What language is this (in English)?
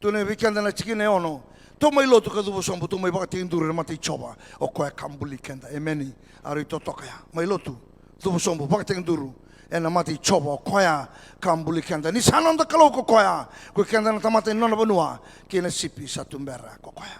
Fijian